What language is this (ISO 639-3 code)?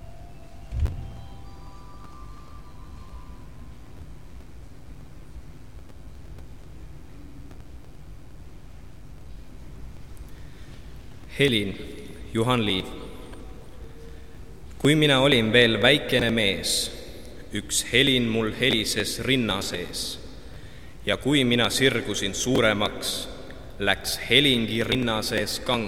est